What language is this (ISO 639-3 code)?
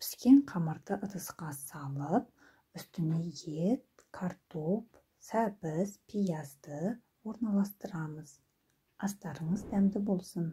kaz